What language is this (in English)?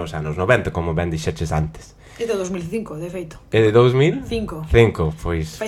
Galician